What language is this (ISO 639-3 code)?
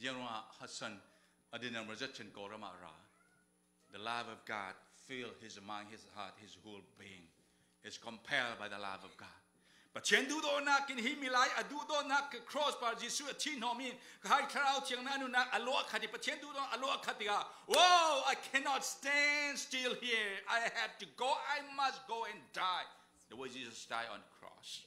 cfm